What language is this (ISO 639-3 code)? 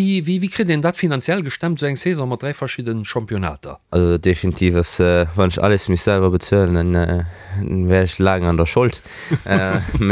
ltz